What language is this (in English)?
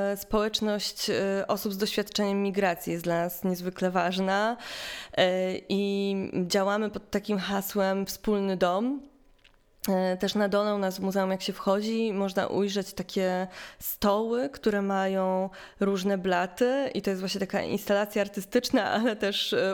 Polish